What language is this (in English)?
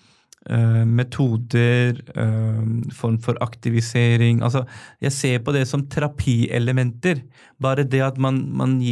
Norwegian